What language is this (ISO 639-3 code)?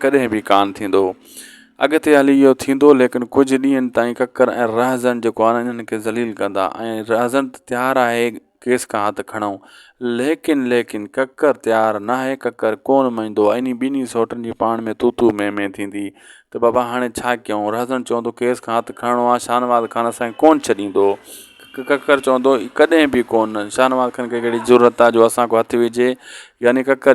snd